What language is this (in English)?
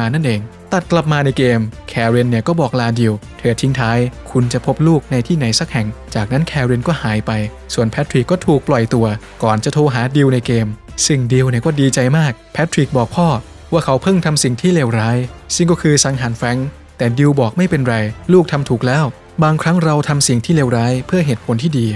Thai